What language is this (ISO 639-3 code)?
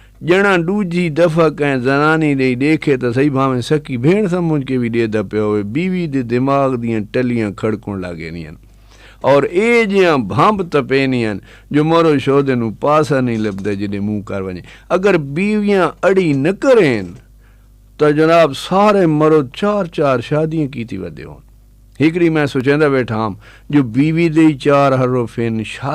skr